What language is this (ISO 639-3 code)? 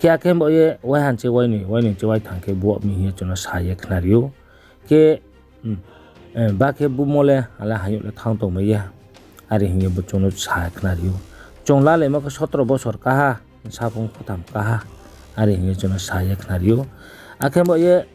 ria